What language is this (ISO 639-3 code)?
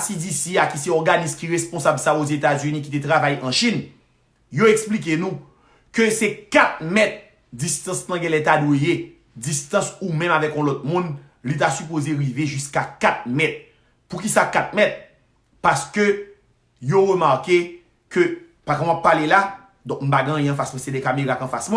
hat